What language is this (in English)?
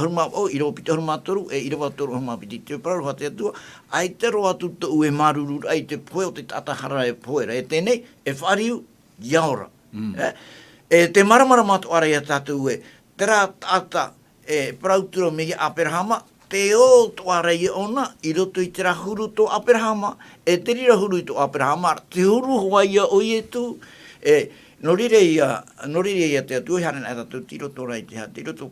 Tahitian